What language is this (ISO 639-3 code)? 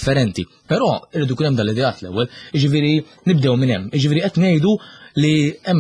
mlt